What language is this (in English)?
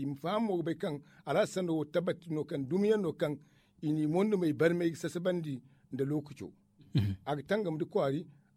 Zarma